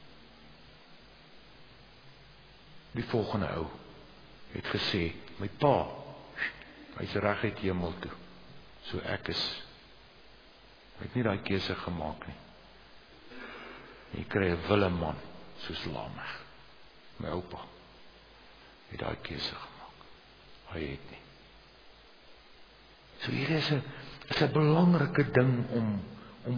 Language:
Afrikaans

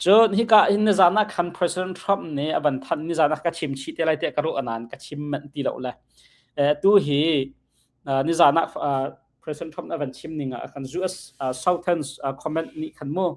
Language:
Hakha Chin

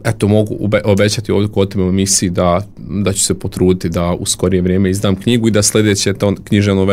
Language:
Croatian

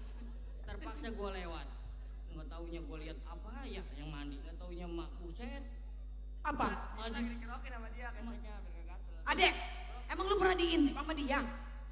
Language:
Betawi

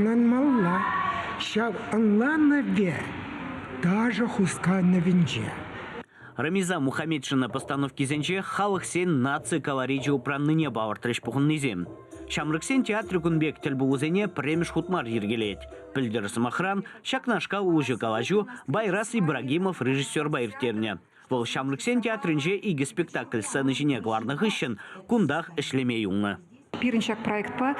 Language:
Chuvash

